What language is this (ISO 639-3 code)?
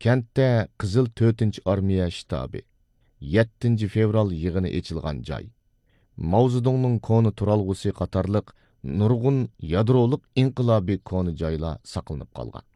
uig